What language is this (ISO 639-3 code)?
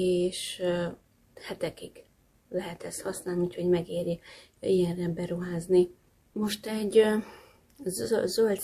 hun